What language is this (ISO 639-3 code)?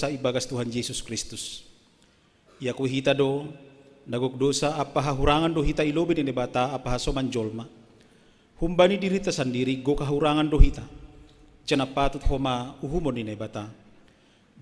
bts